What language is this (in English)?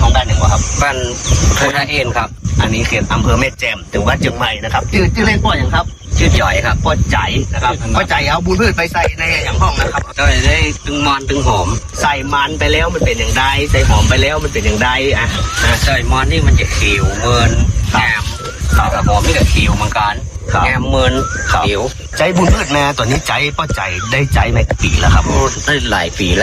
Thai